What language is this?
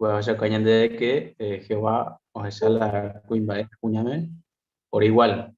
Guarani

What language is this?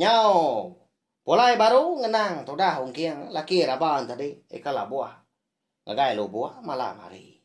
Iban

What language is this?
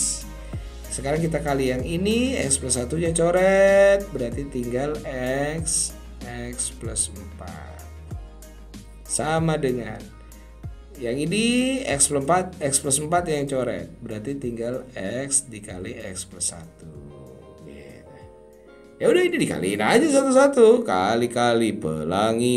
Indonesian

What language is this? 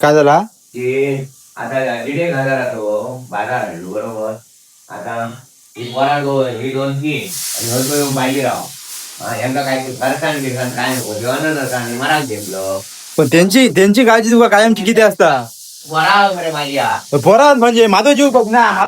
Konkani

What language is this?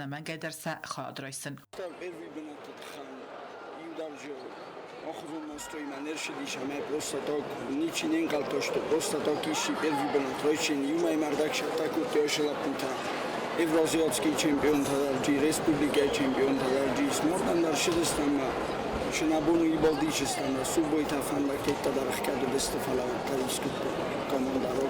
Ossetic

